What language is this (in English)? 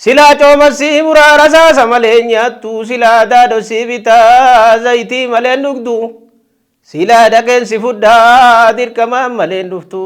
Oromo